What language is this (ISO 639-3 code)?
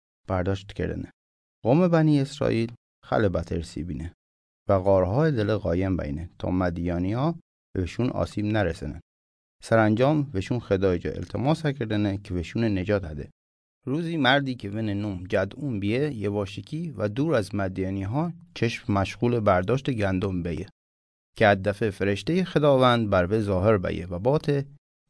mzn